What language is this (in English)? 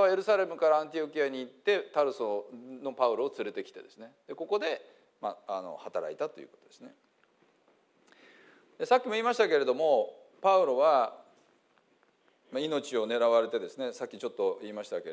Japanese